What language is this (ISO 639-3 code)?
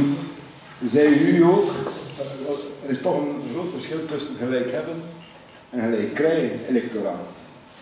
nld